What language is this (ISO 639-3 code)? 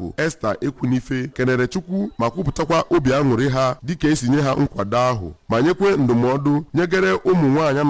ibo